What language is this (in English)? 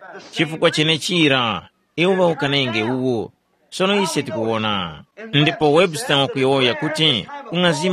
Tumbuka